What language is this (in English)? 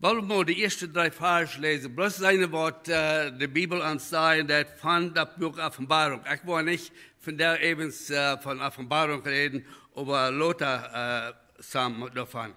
Plautdietsch